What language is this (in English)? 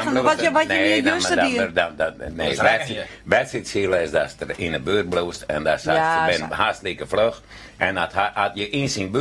Western Frisian